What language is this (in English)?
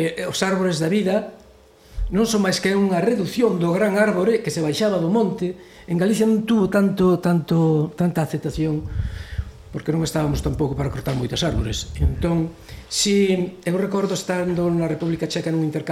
Galician